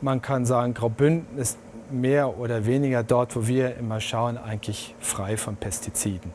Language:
Romansh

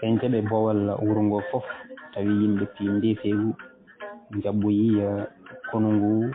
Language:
Fula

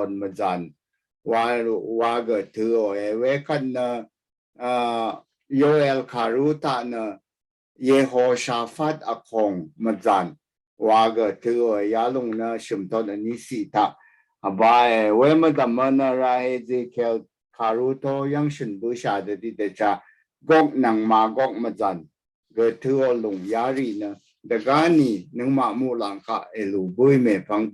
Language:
Rawang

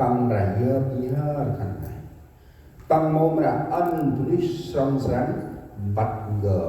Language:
Central Mnong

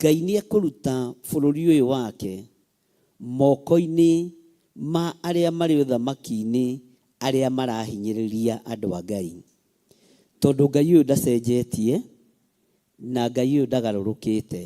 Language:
Kikuyu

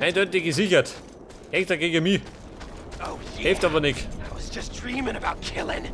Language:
Bavarian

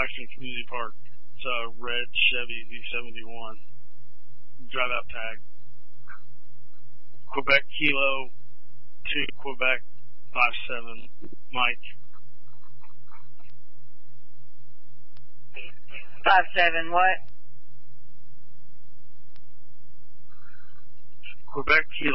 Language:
English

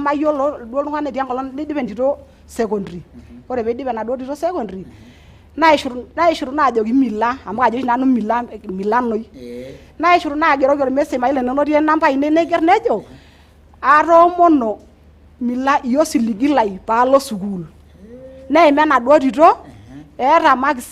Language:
Masai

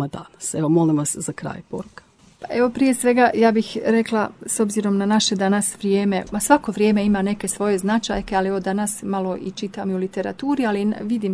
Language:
Croatian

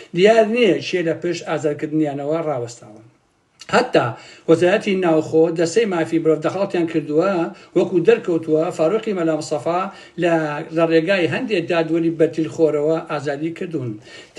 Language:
Central Kurdish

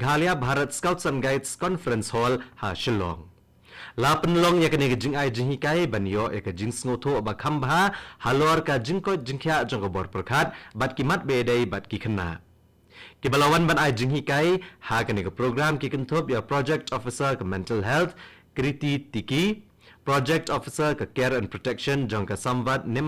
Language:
Khasi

